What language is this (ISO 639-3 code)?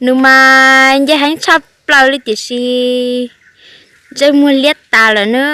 hmn